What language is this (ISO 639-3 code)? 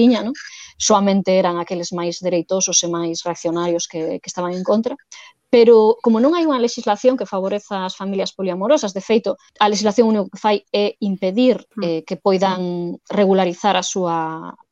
glg